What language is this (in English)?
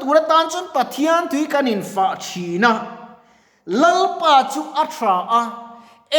Mizo